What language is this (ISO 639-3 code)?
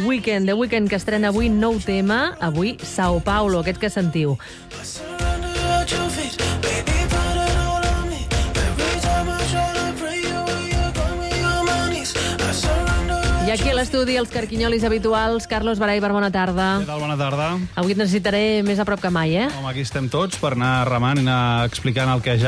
cat